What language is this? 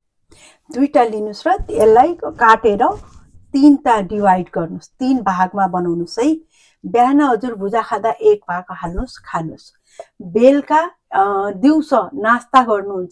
Nepali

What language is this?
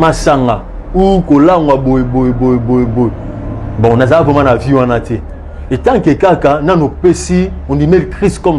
Lingala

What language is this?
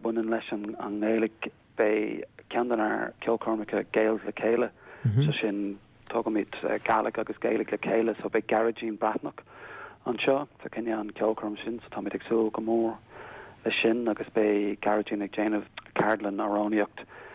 Irish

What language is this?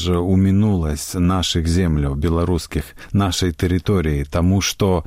Belarusian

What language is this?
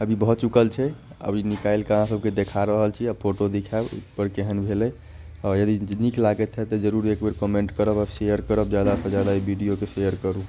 Maithili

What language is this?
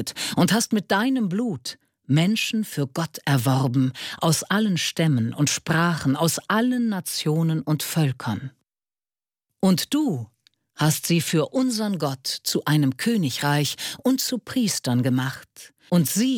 German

